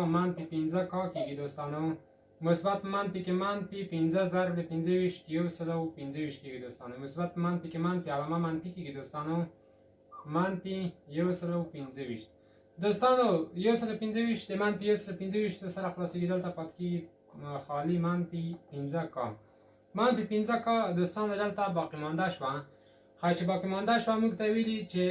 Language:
Pashto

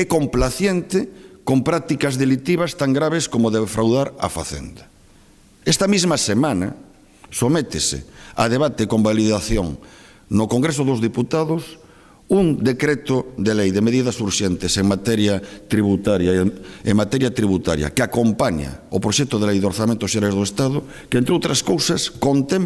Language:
Galician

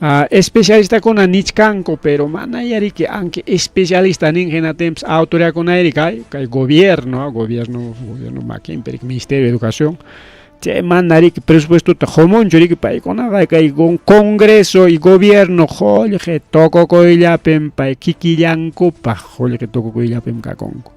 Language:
Ayacucho Quechua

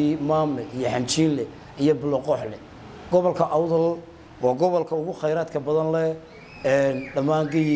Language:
Somali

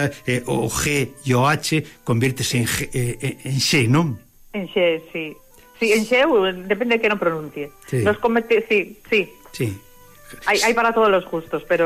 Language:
Galician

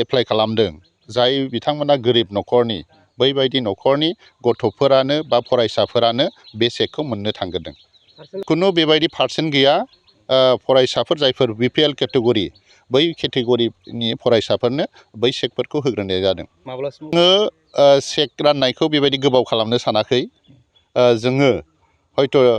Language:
Bodo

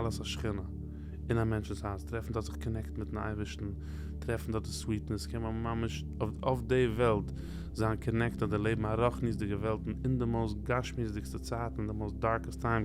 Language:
Yiddish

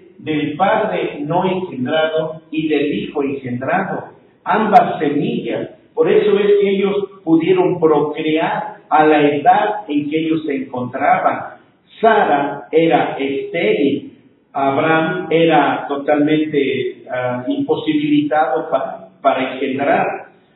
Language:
Spanish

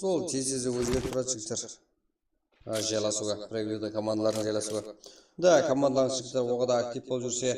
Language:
Kara-Kalpak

